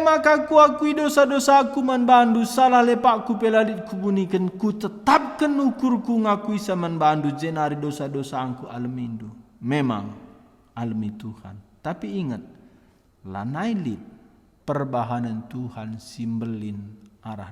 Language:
Batak Karo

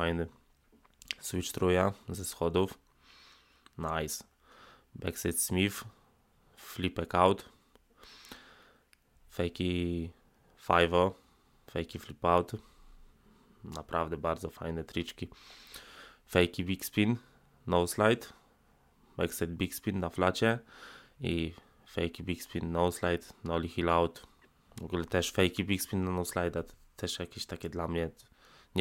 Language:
Polish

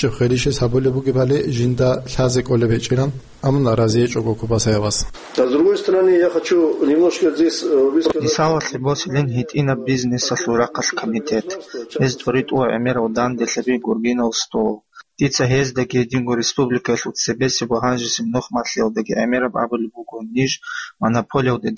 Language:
Avaric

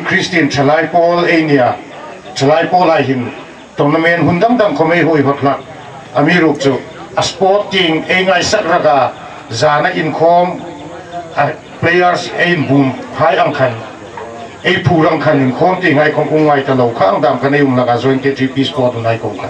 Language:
Hmar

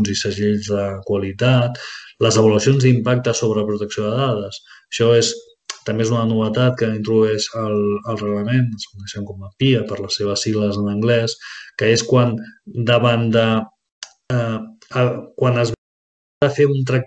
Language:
Catalan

